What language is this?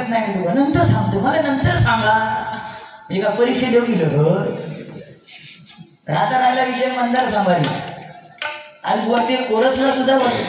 Marathi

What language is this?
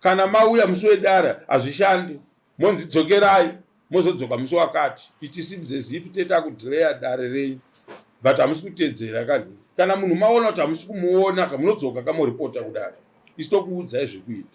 Shona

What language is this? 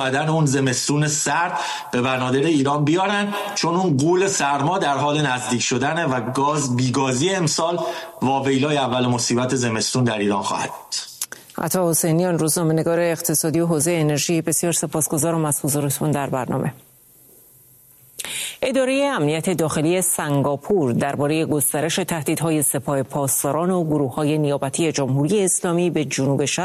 Persian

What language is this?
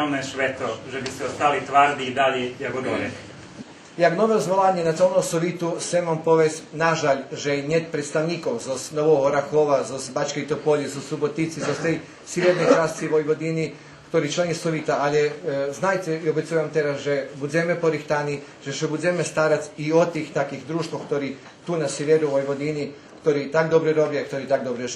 Rusyn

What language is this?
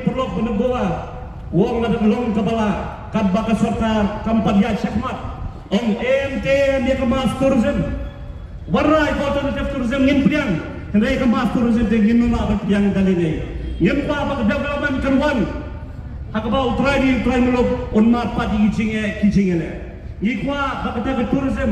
Khasi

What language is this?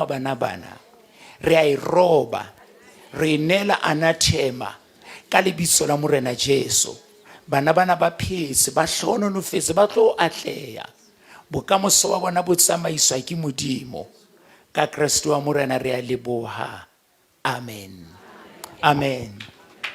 Southern Sotho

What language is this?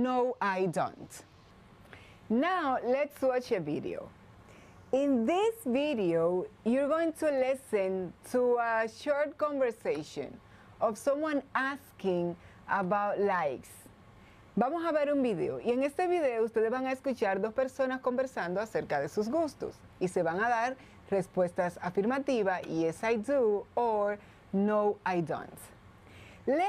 Spanish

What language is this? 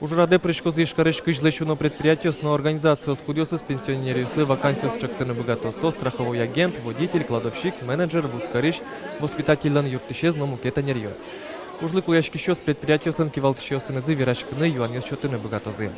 Udmurt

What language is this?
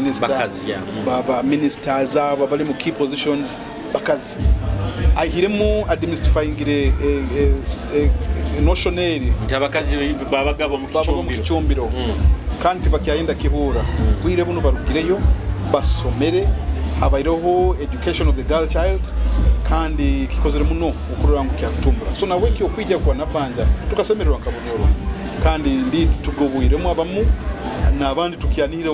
Nyoro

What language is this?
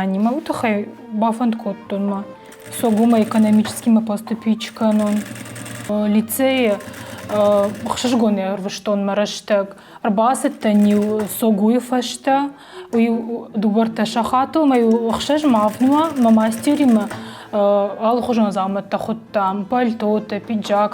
Ossetic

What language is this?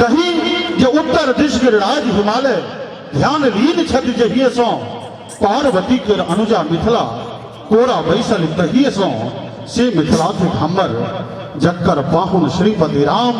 Maithili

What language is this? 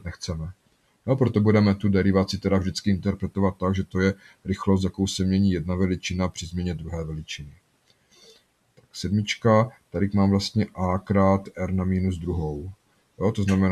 Czech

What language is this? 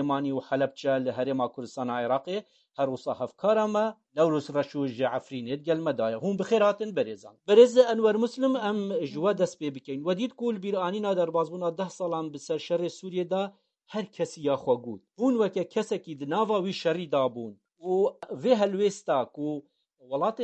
Kurdish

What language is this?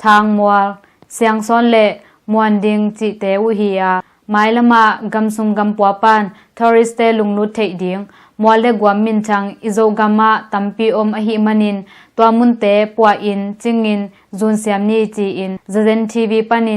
Tedim Chin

